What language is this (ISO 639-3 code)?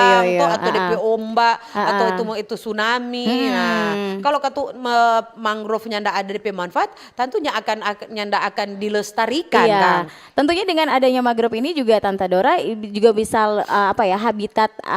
xmm